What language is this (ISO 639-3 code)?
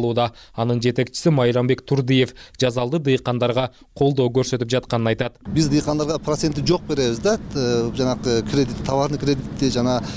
kir